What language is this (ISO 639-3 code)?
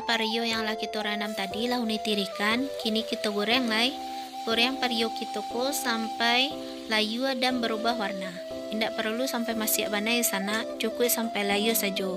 min